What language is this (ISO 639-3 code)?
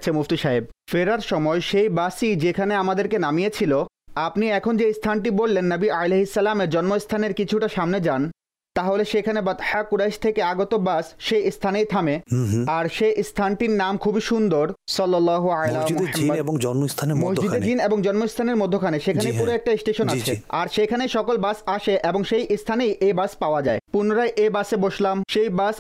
ben